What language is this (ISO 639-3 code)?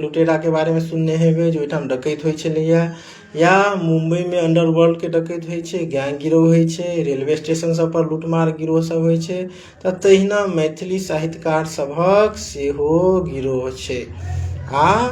mai